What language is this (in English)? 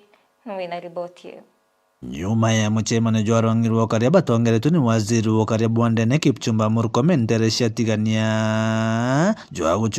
Meru